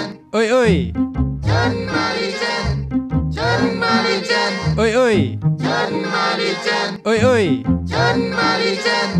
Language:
Malay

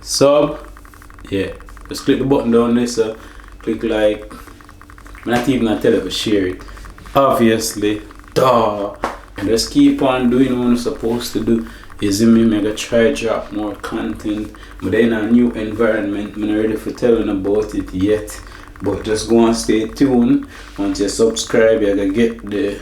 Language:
Jamaican Creole English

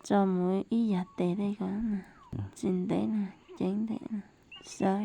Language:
Hmong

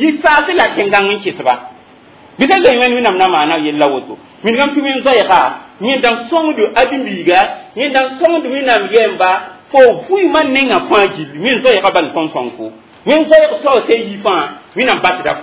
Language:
Mossi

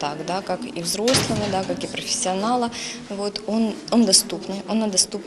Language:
Russian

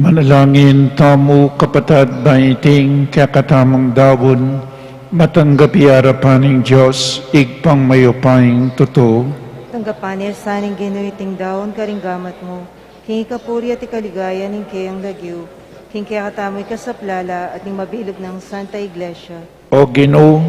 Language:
Pampanga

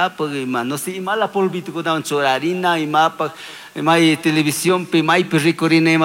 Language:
Chimborazo Highland Quichua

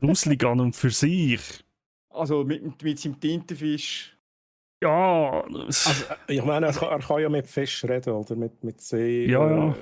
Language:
Swiss German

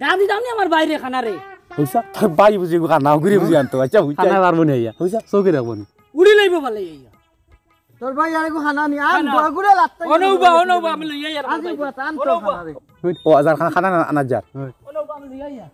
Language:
Sylheti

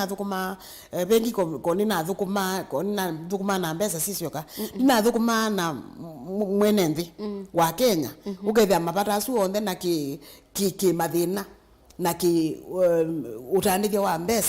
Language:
Kamba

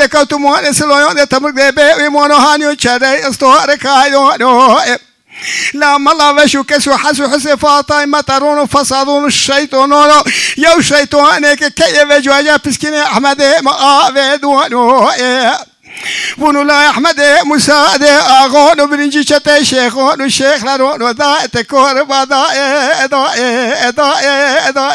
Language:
Zaza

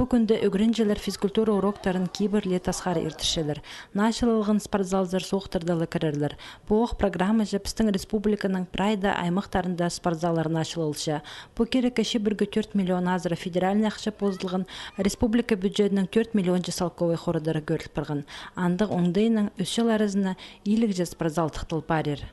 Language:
Khakas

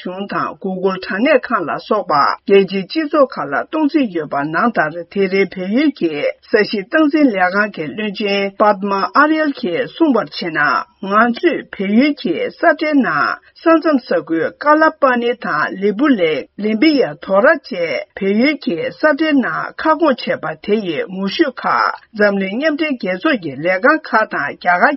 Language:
Tibetan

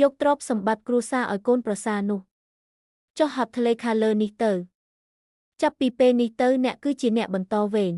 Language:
Khmer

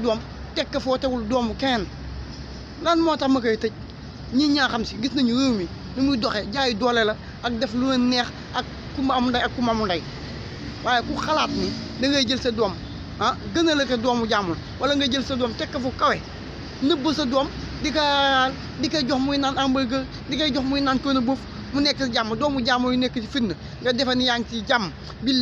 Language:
Wolof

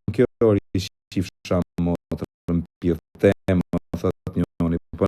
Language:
Albanian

